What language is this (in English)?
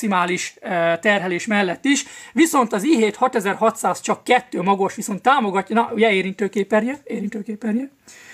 Hungarian